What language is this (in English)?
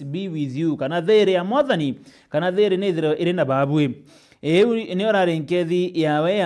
Meru